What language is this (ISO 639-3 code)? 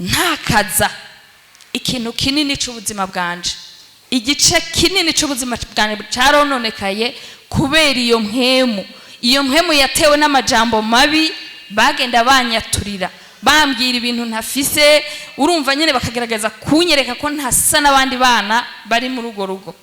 run